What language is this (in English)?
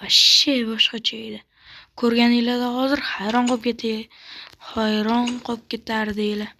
Uzbek